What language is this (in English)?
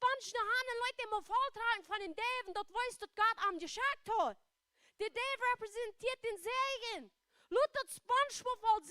Plautdietsch